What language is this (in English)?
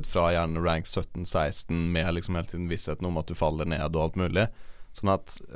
Norwegian